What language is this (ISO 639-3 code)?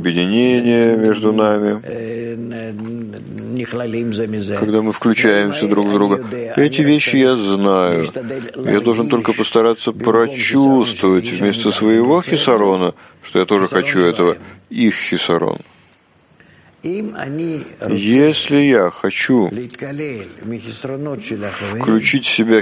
rus